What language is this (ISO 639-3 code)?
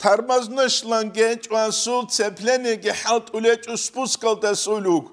ava